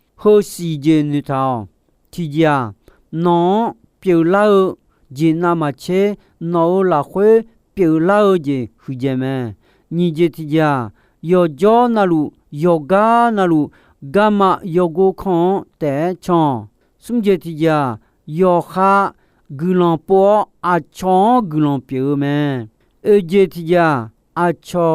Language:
Akha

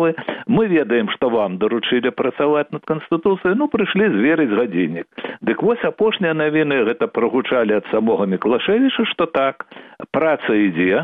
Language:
Belarusian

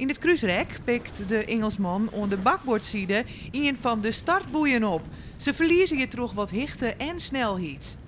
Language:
Western Frisian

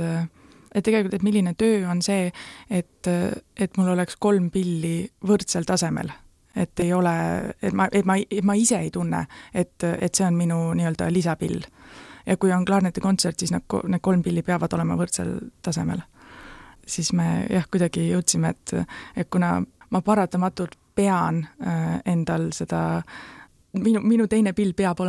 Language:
Estonian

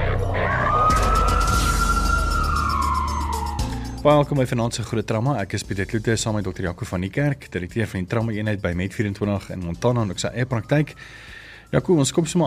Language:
Afrikaans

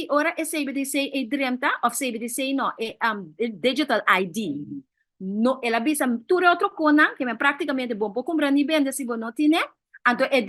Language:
Papiamento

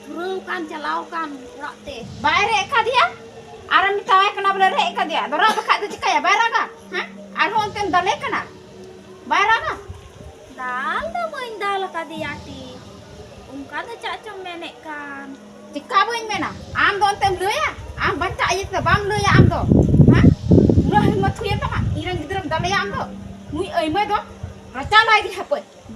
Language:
Santali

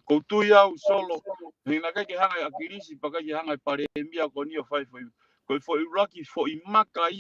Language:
Tongan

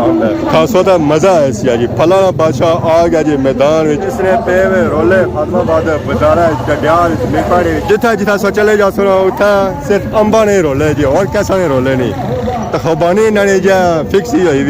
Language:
Pahari-Potwari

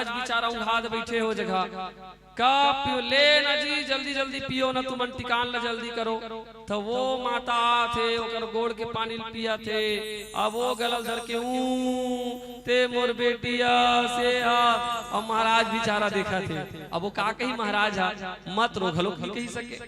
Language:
Chhattisgarhi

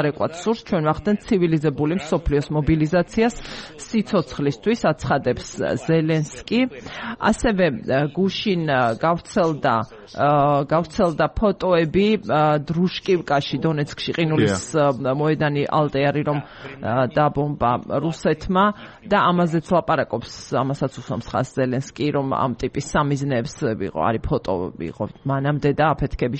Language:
Georgian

